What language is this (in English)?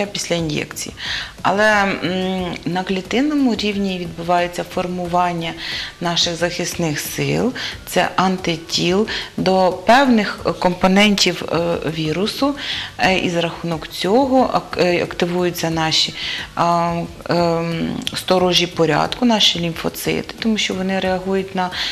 Ukrainian